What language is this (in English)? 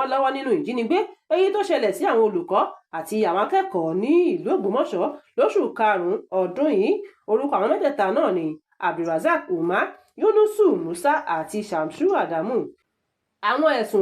Yoruba